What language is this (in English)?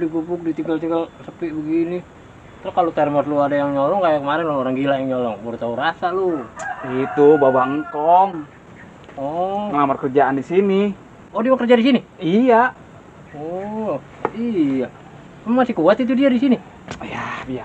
Betawi